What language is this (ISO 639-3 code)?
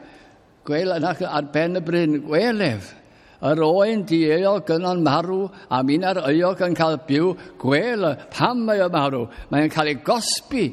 cym